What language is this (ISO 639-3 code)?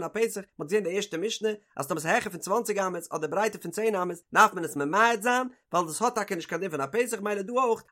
yid